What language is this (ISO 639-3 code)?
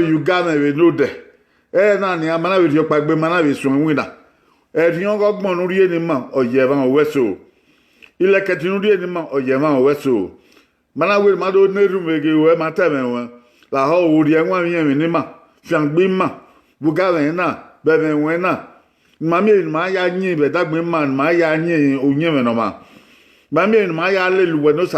bin